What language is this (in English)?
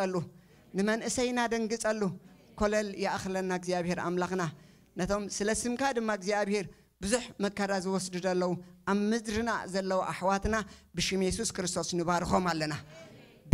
Tigrinya